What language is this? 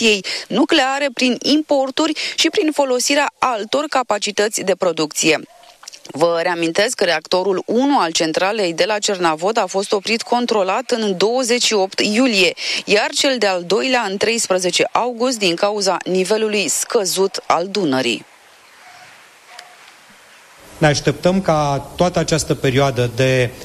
Romanian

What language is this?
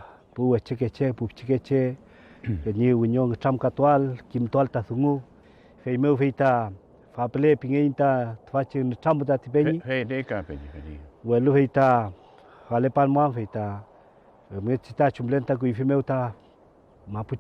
Mapuche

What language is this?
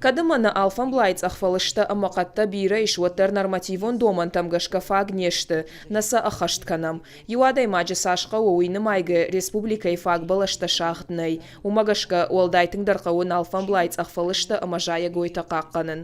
Ossetic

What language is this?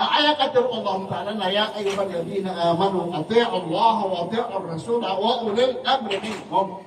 Maranao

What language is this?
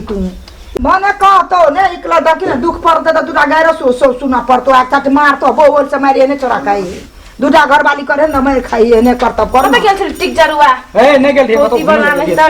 Maithili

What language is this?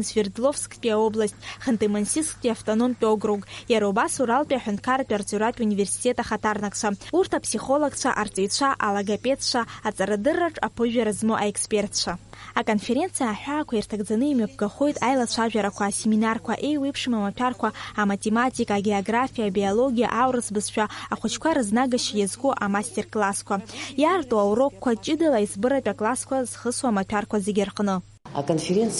Abkhazian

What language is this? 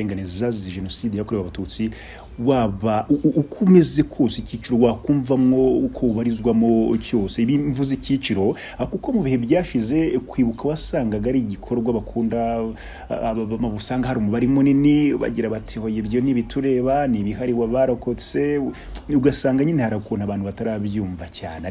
Kinyarwanda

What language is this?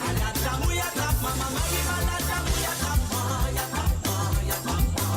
Morisyen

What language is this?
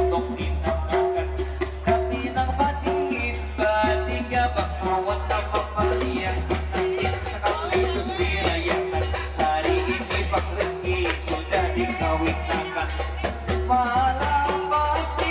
Banjar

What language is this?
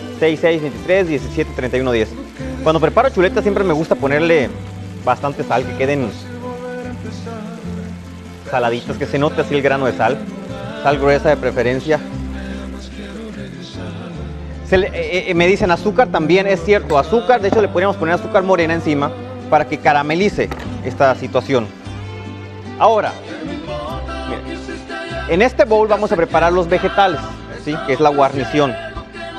Spanish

